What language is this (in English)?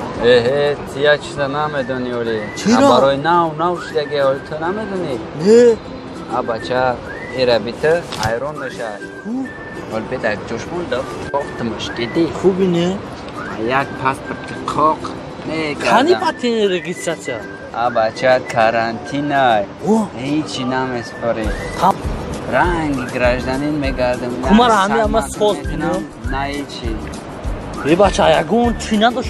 Tajik